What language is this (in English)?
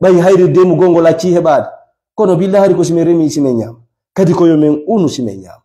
Fula